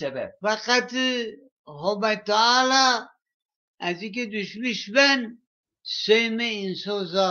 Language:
Zaza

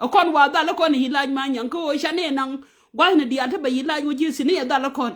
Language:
Nuer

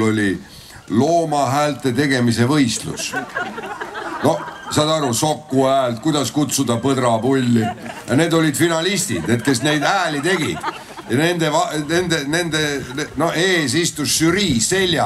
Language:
Estonian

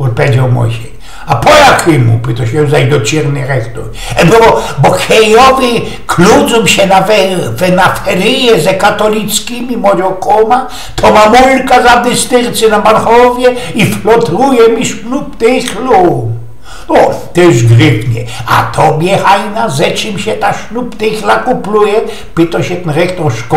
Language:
Silesian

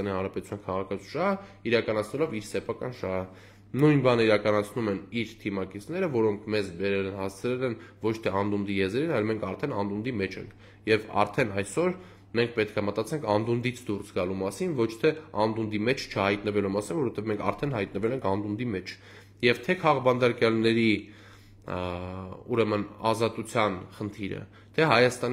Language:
Armenian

